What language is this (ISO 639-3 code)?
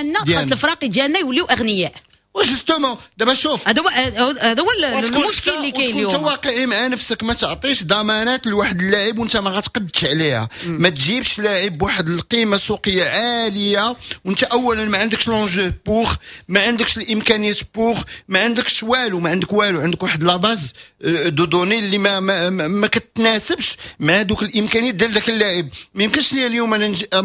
ary